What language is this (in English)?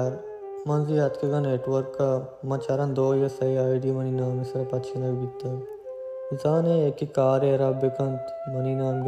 Baluchi